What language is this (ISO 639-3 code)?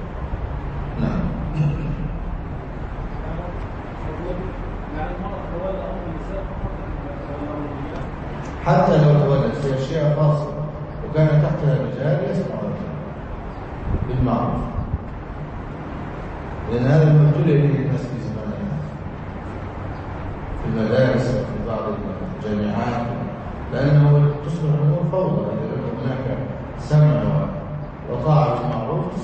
ara